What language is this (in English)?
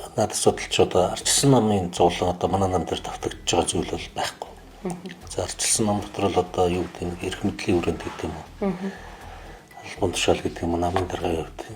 Mongolian